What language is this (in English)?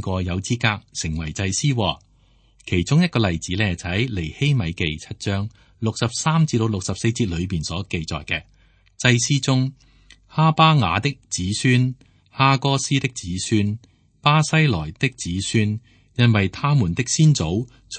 Cantonese